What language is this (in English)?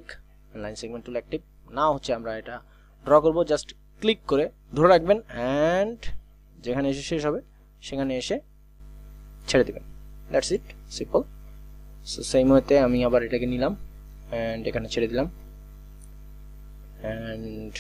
Bangla